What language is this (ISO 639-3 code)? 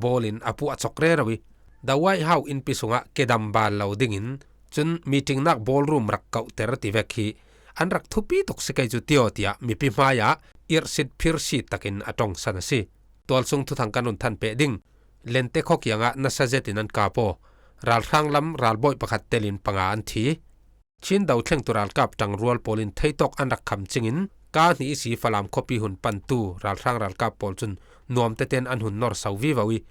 cfm